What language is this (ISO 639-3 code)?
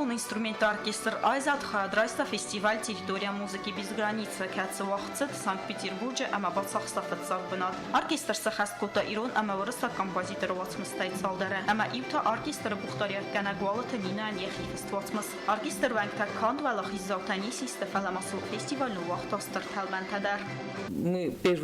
oss